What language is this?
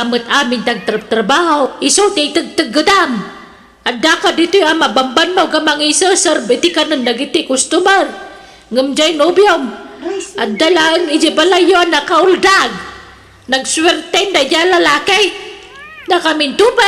Iloko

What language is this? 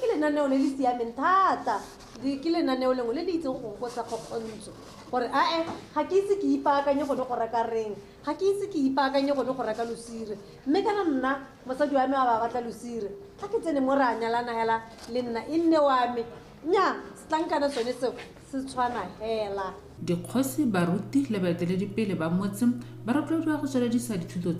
Tswana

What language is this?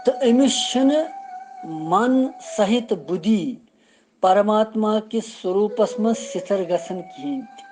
Kashmiri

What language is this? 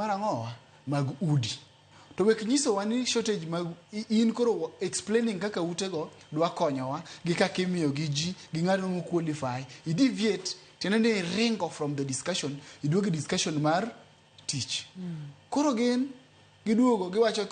Luo (Kenya and Tanzania)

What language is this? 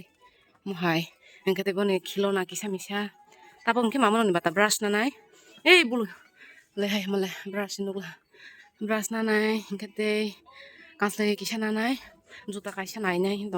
Kok Borok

